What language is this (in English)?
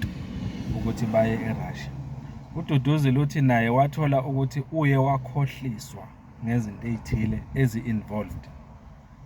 Zulu